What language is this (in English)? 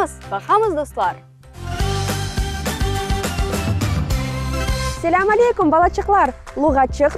Crimean Tatar